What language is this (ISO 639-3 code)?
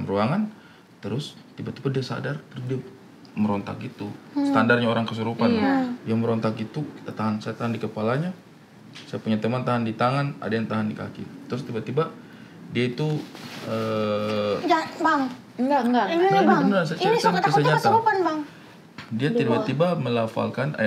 ind